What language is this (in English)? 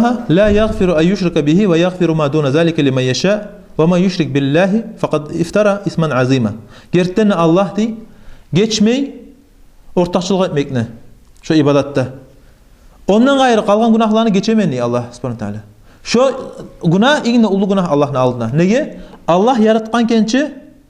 Kumyk